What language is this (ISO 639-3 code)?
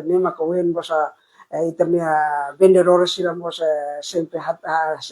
tet